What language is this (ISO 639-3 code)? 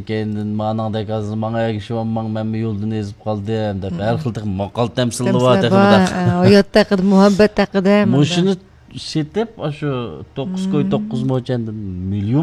uig